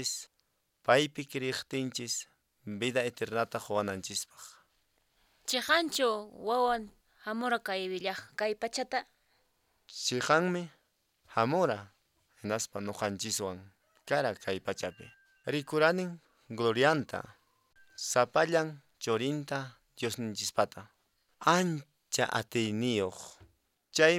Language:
Quechua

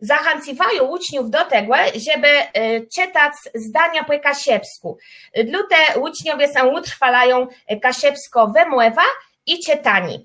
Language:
Kashubian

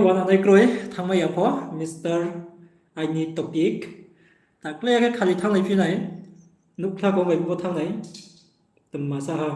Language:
Riang (India)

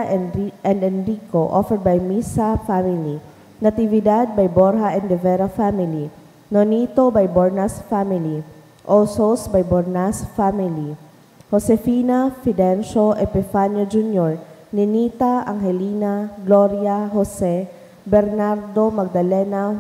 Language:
Bikol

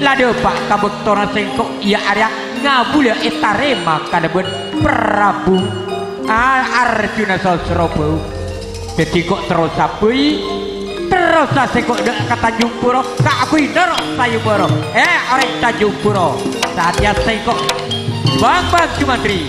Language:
Madurese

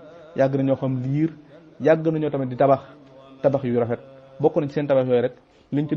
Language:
Wolof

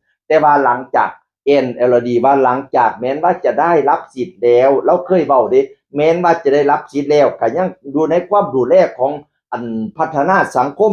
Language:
Northeastern Thai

